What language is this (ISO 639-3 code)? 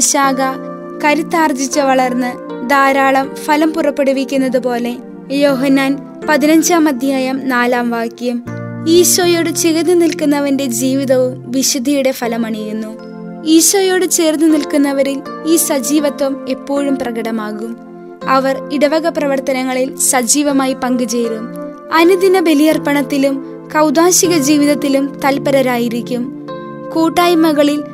mal